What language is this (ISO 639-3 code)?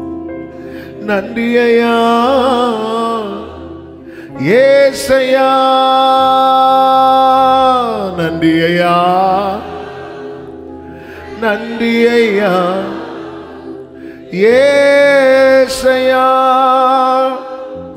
tam